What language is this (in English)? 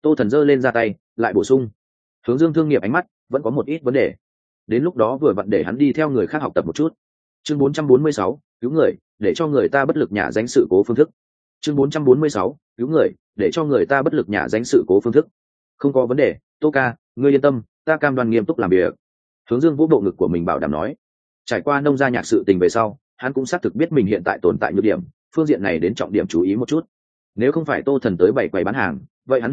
Vietnamese